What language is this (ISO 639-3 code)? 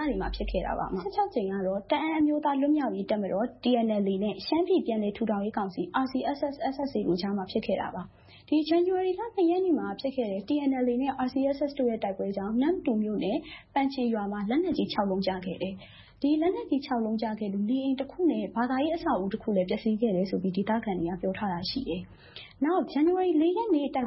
mya